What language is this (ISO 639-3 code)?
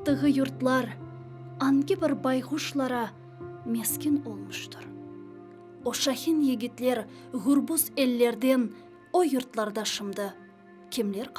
crh